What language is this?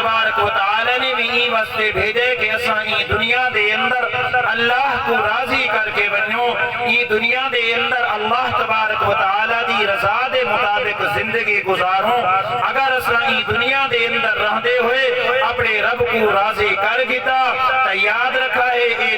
Saraiki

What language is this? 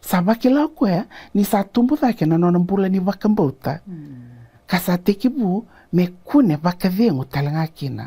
Fijian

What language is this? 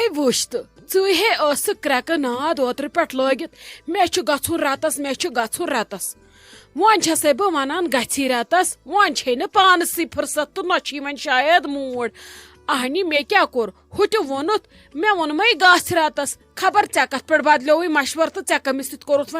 Kashmiri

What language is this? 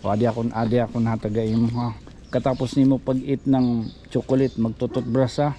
Waray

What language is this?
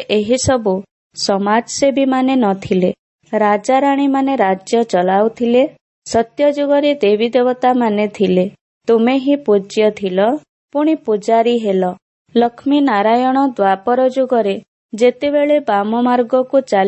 Odia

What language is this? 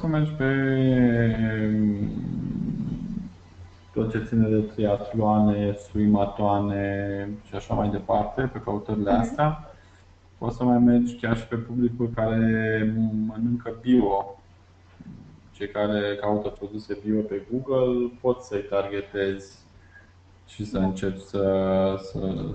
Romanian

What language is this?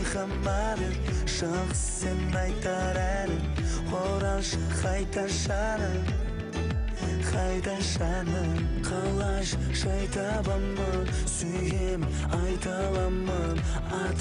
Kazakh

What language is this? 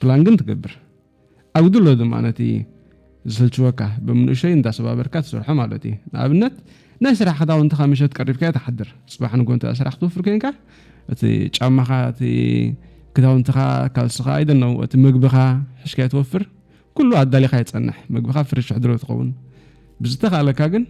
Tigrinya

